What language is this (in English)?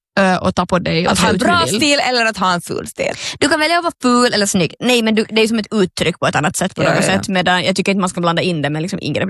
Swedish